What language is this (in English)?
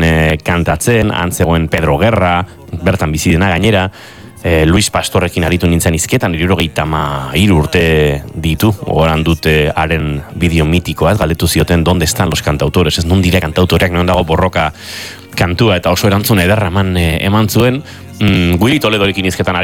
Basque